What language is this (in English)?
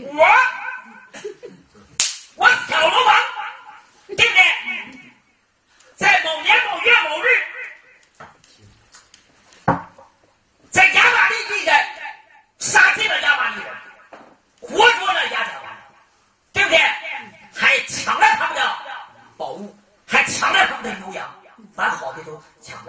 Chinese